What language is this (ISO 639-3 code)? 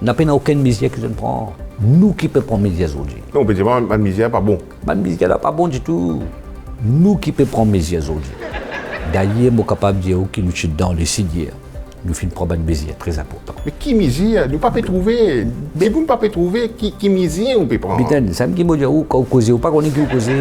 mfe